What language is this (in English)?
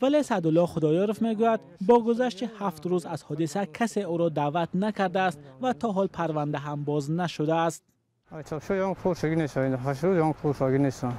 Tajik